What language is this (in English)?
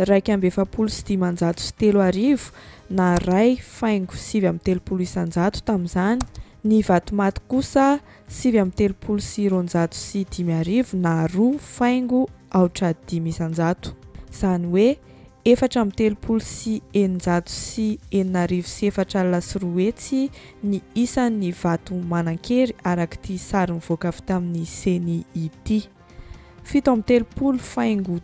Malagasy